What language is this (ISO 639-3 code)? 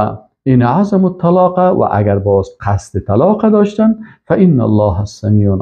fas